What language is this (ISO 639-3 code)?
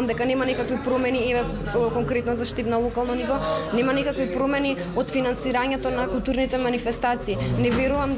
mkd